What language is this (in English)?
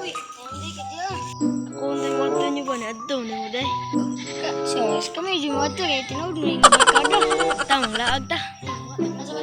Cebuano